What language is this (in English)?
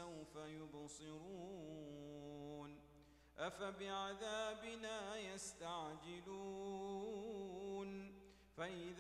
Arabic